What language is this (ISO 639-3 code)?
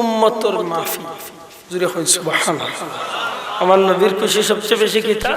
syl